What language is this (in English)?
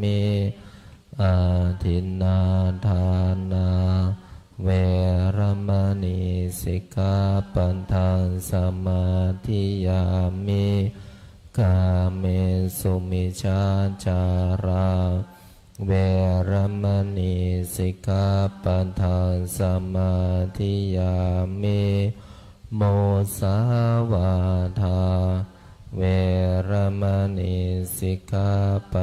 Pali